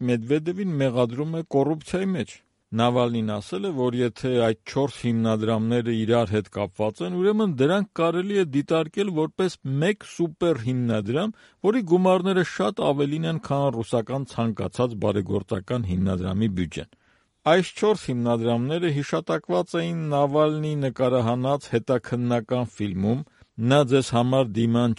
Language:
Armenian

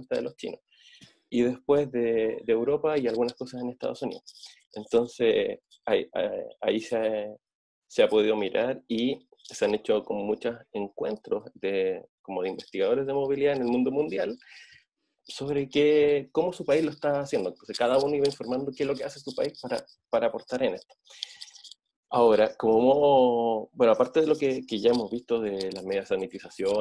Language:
Spanish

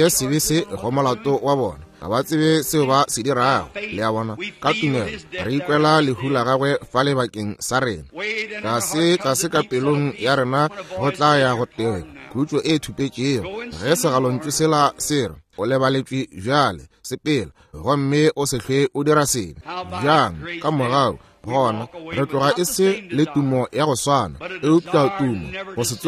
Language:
Northern Sotho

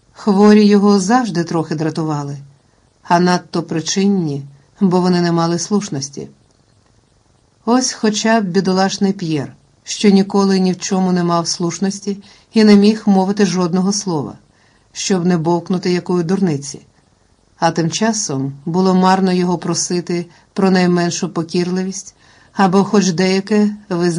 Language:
Ukrainian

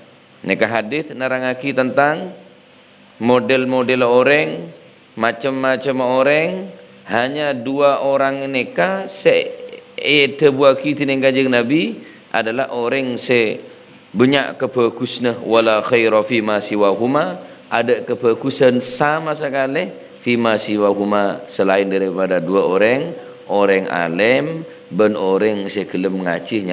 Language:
Madurese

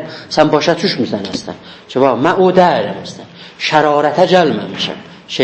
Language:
South Azerbaijani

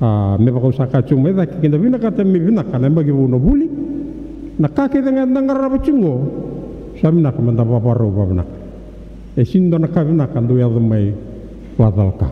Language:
Fijian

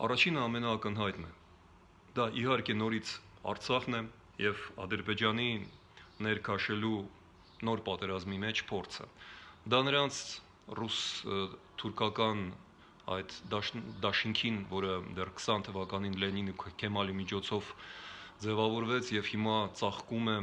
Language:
Armenian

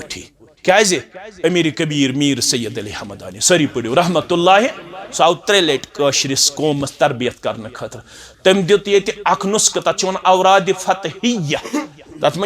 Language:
Kashmiri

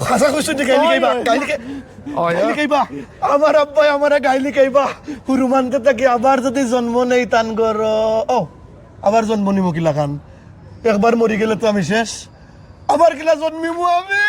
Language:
Sylheti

